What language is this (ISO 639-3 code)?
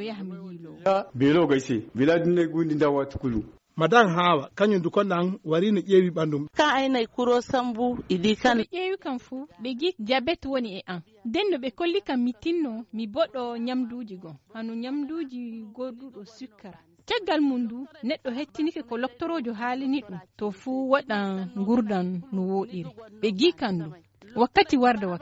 ful